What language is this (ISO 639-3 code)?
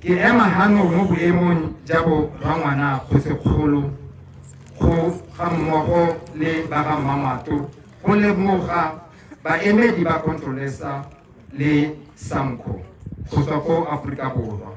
tsn